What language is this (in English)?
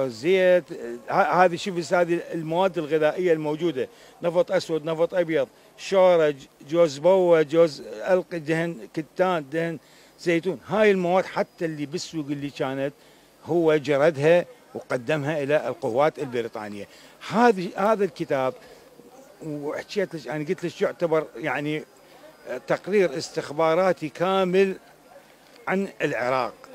Mesopotamian Arabic